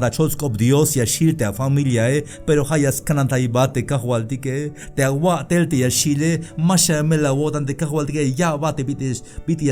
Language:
Tzeltal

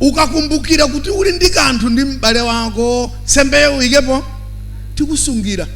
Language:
Nyanja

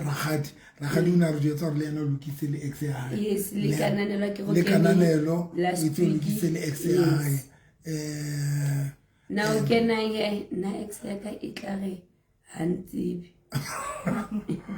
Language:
Southern Sotho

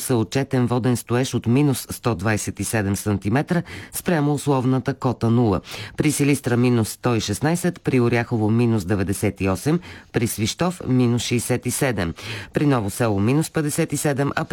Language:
Bulgarian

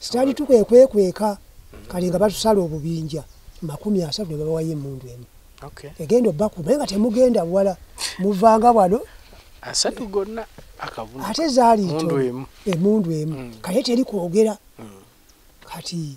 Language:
Ganda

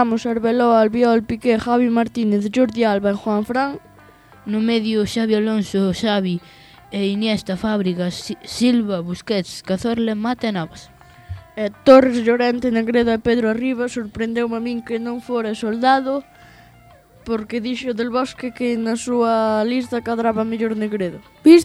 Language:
Galician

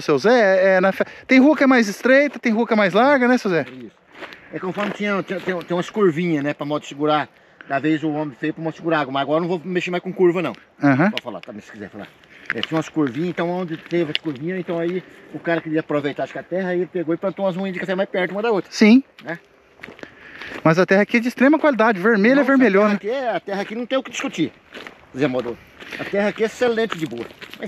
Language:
Portuguese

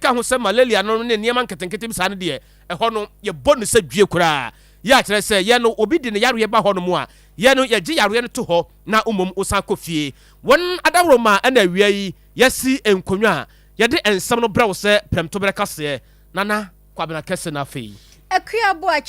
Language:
Akan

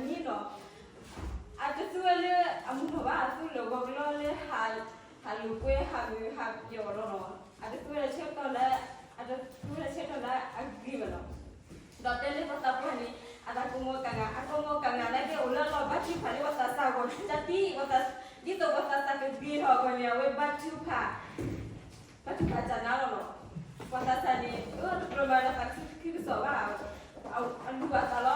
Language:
S'gaw Karen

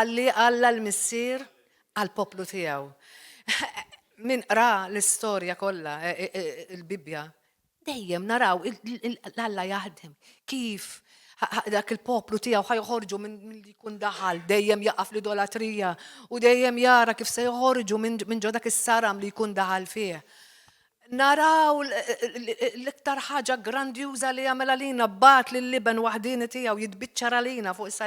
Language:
Maltese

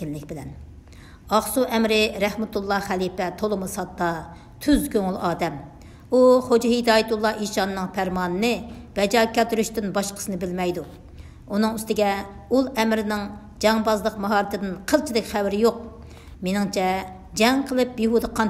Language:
Uyghur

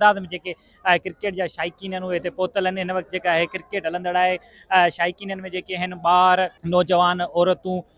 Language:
Sindhi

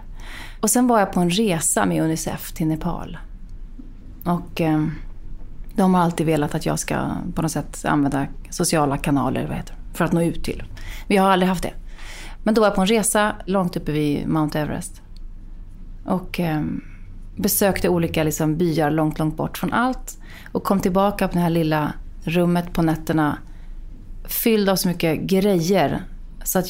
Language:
Swedish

